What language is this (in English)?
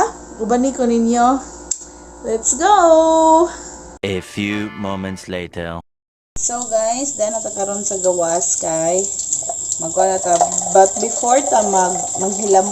Cebuano